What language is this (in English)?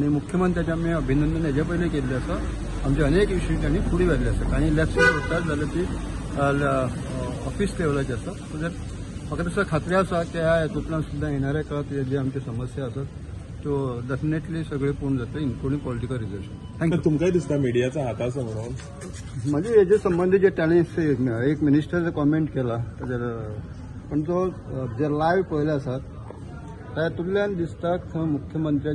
Konkani